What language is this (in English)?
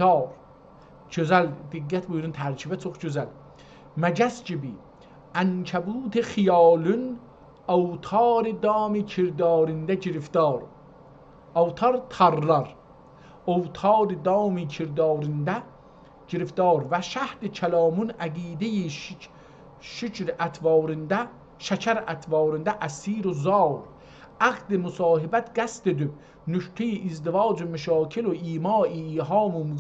South Azerbaijani